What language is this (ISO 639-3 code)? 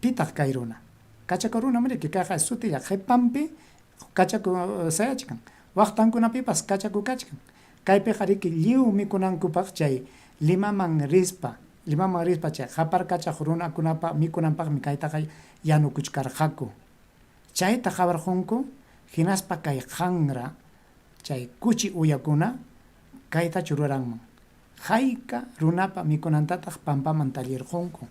quy